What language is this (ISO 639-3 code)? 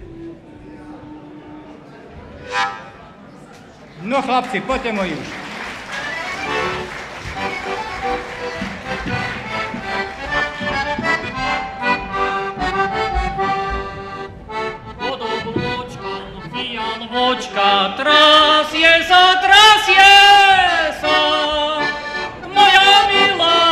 slk